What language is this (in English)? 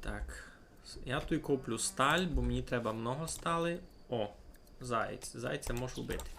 Rusyn